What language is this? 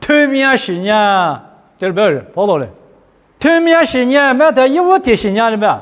Lisu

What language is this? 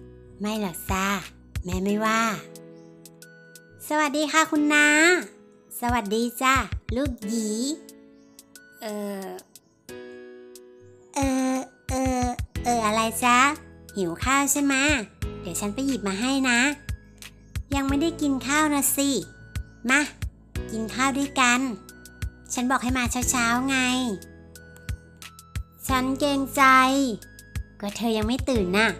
Thai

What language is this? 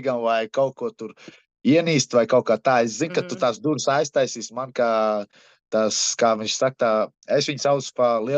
Latvian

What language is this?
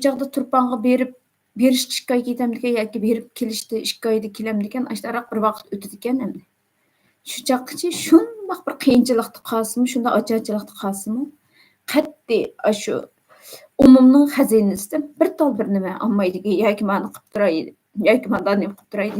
Uyghur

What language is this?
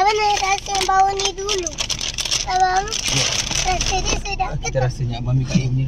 Malay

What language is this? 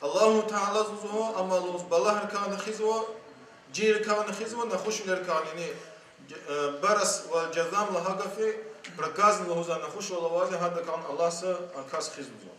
Lezghian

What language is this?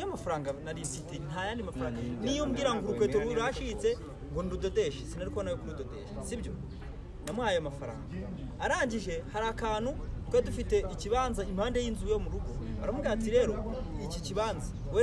Kinyarwanda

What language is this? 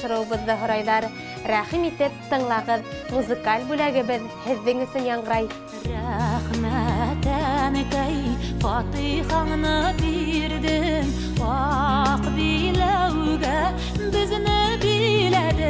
Bashkir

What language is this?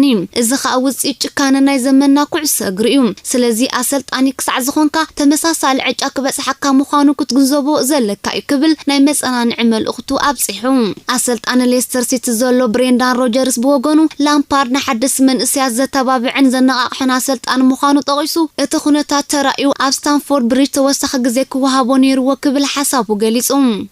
Tigrinya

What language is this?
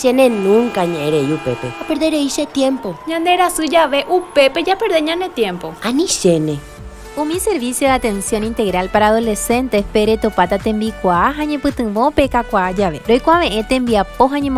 Guarani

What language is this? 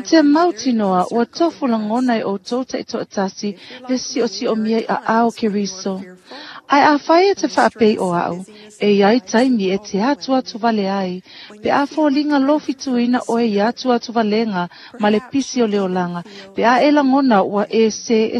Samoan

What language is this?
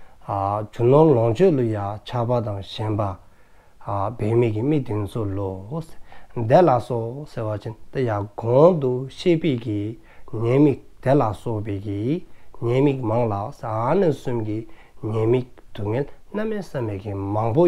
Dzongkha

